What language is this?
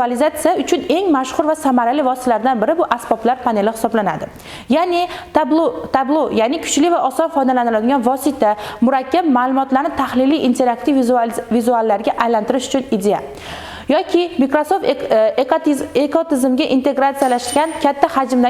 Uzbek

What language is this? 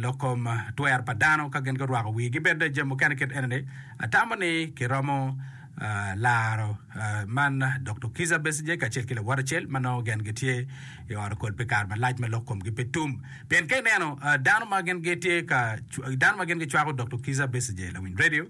Acoli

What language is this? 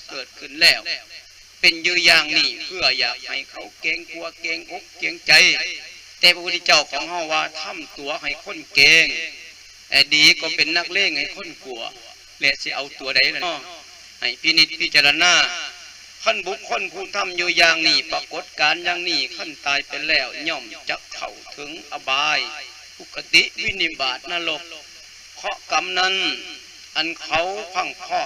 Lao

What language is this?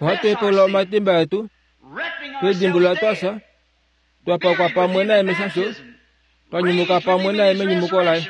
Kuanyama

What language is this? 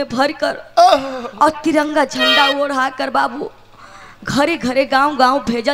Bhojpuri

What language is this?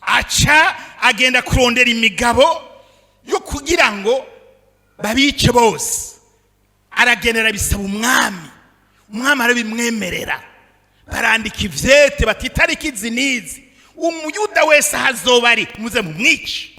Rundi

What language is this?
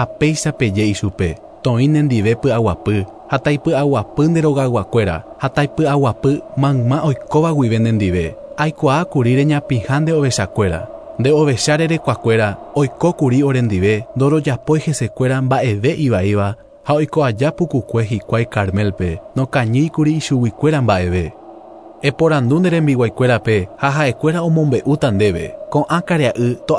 Guarani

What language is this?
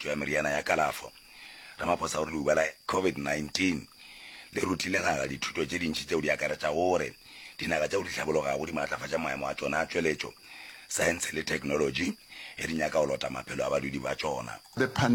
Northern Sotho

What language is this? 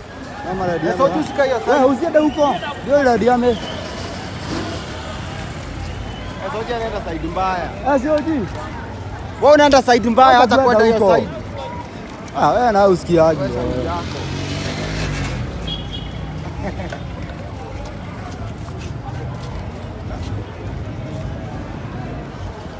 Swahili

